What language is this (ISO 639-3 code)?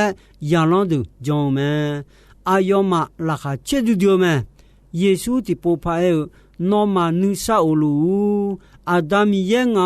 ahk